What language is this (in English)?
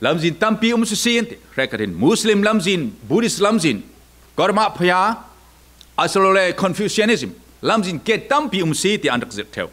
Falam Chin